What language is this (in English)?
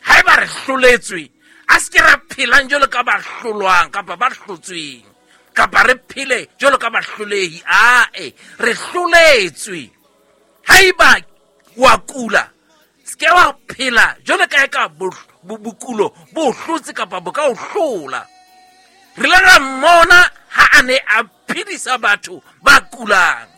Southern Sotho